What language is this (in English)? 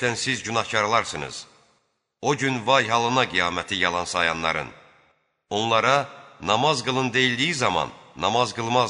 Azerbaijani